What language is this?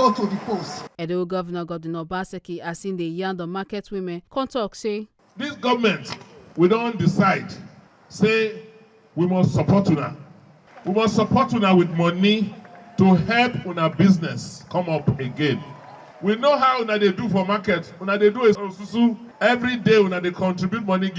Nigerian Pidgin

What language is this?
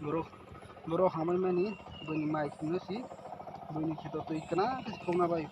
Kok Borok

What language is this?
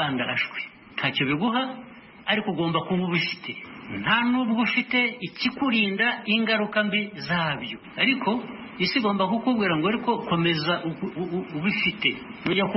Kinyarwanda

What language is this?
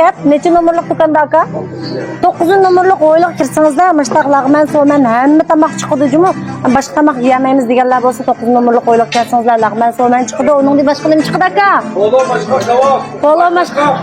Uyghur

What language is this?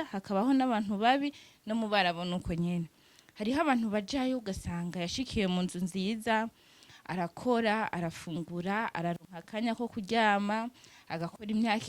Rundi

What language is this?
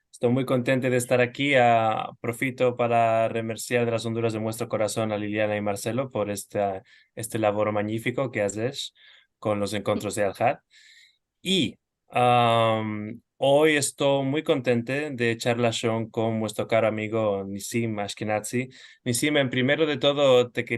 Ladino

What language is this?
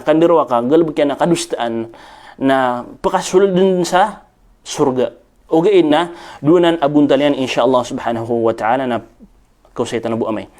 Maranao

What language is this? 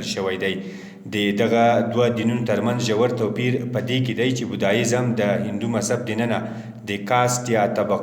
Pashto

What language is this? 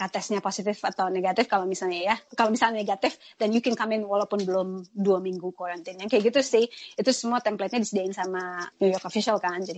Indonesian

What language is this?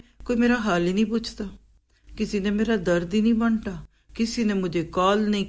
Urdu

